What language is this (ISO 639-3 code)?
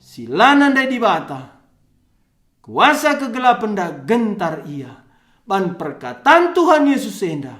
btx